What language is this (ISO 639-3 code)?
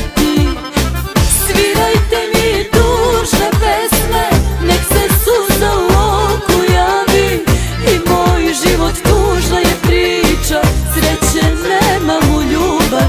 srp